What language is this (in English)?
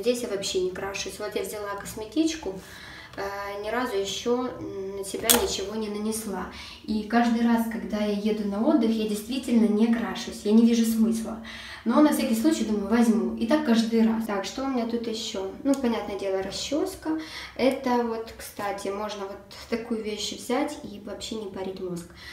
Russian